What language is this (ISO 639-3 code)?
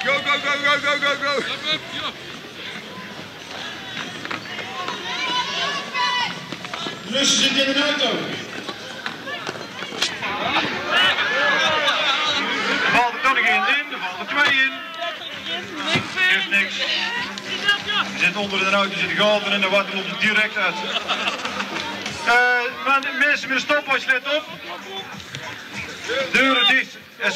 nld